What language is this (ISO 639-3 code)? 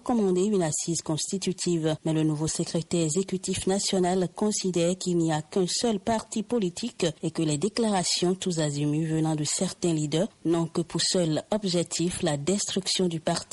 fra